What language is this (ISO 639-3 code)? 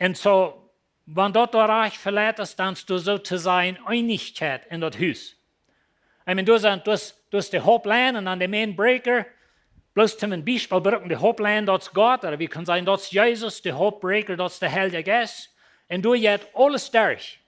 pdt